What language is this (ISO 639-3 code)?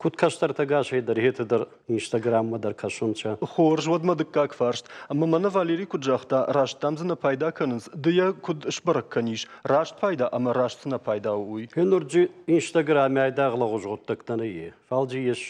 oss